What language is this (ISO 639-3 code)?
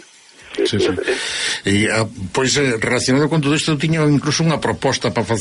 glg